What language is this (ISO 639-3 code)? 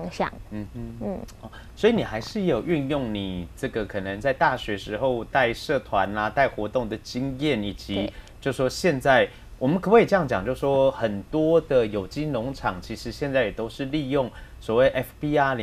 zho